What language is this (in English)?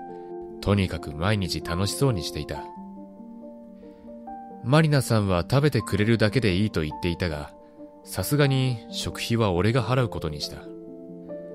Japanese